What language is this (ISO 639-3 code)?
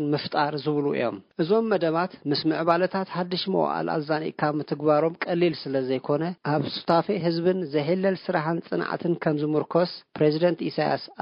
tir